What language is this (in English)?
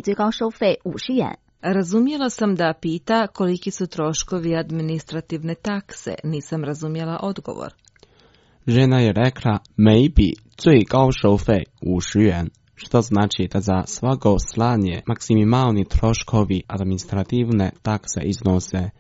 Croatian